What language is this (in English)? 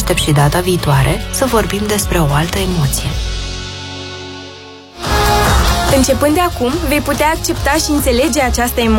Romanian